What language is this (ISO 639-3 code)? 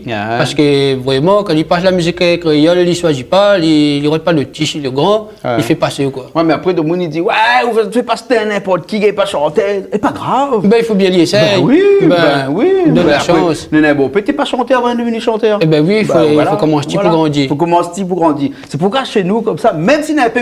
rcf